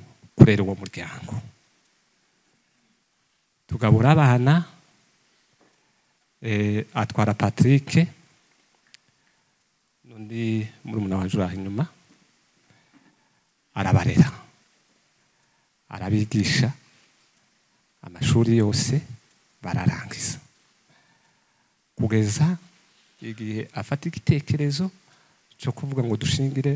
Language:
Kinyarwanda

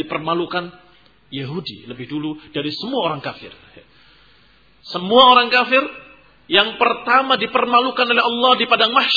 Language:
Indonesian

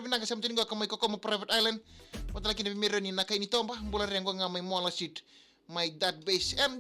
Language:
Fijian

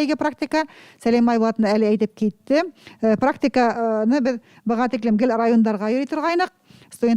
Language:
Bashkir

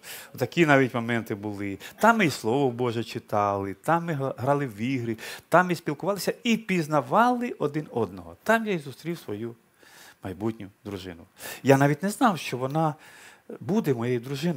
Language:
Ukrainian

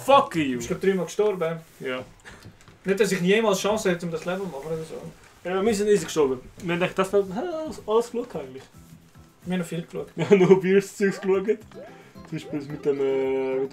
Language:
Swiss German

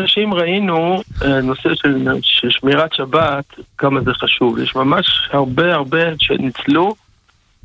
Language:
Hebrew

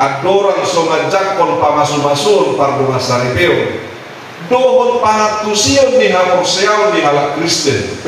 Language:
Batak Toba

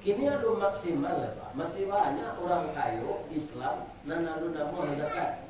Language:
Minangkabau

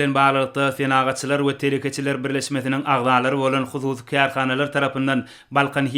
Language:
Turkmen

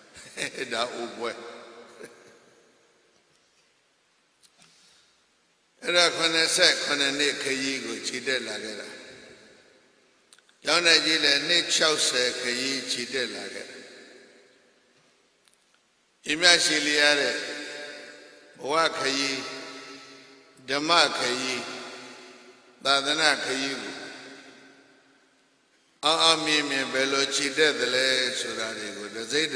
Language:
Burmese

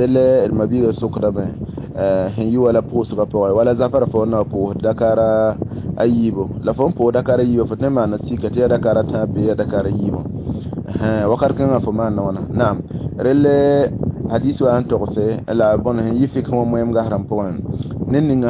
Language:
Mossi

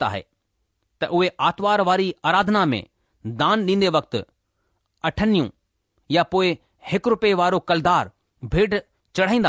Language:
Sindhi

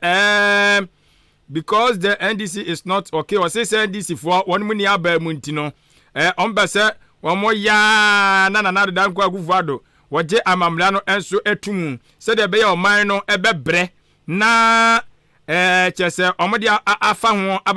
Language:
Akan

